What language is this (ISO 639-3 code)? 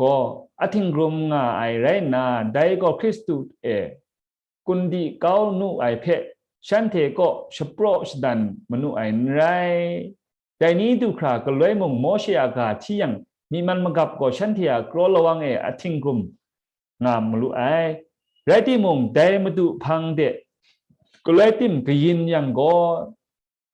kac